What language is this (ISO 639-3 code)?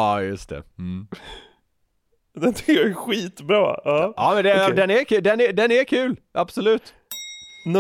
swe